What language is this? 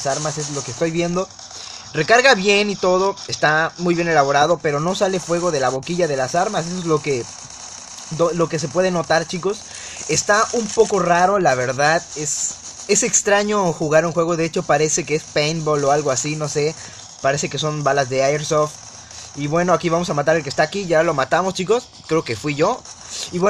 Spanish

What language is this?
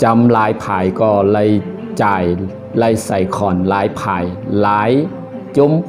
Shan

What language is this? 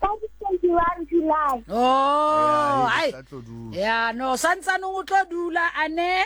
Southern Sotho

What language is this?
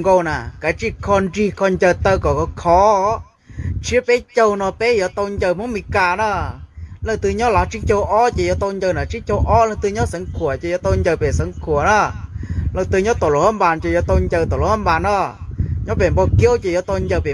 Hmong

